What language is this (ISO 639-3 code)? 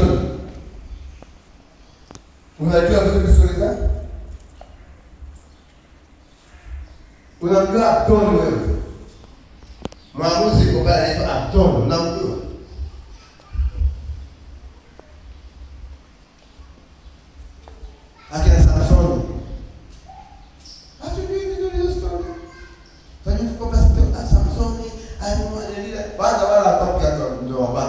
swa